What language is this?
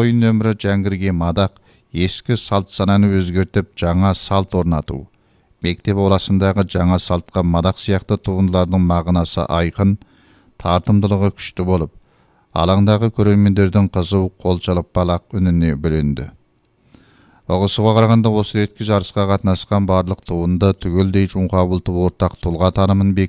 Kazakh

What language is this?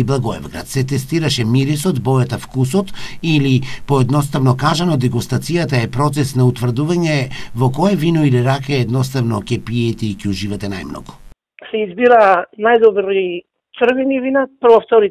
Macedonian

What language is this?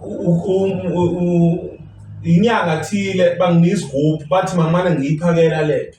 Zulu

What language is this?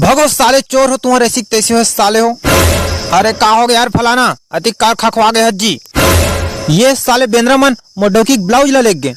Chhattisgarhi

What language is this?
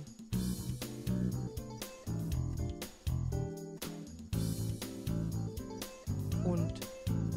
German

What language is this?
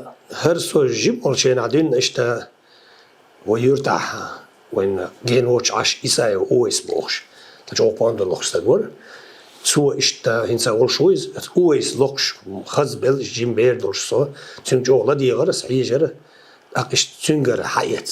Chechen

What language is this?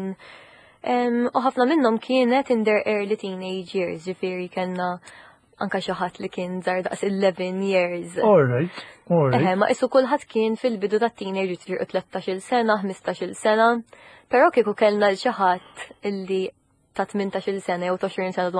Maltese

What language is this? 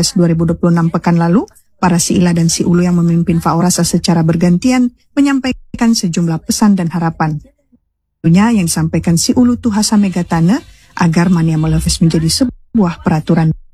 Indonesian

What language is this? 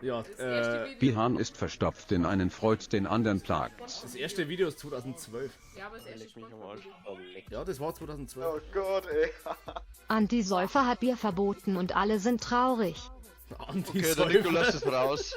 Bavarian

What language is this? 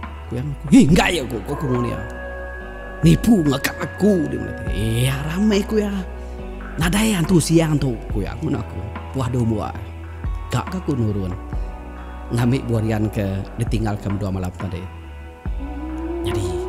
Iban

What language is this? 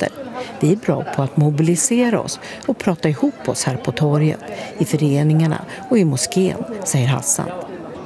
Swedish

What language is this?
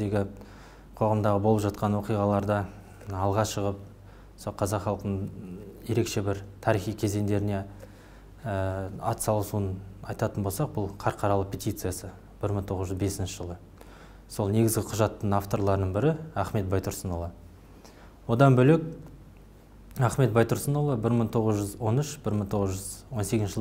Kazakh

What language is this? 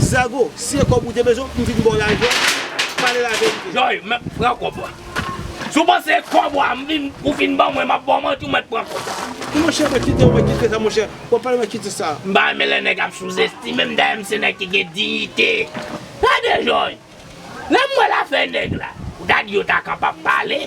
Haitian Creole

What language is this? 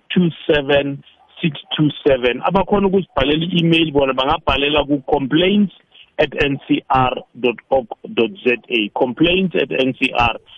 South Ndebele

